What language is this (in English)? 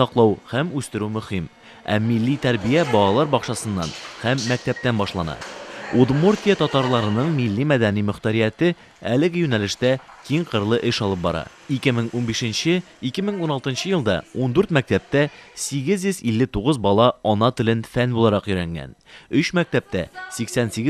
Tatar